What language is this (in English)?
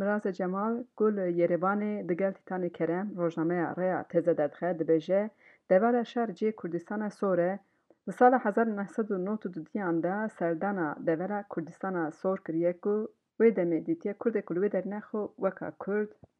Kurdish